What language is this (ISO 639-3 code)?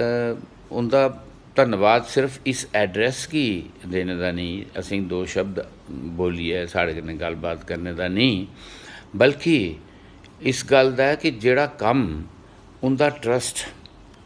doi